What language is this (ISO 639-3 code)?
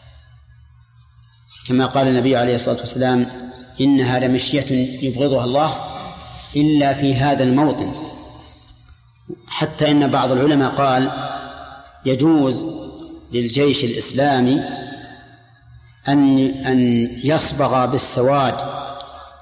ara